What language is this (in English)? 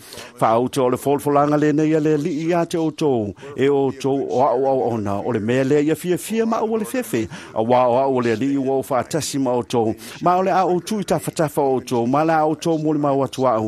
Samoan